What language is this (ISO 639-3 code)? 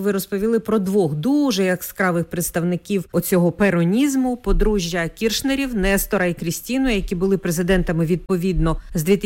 ukr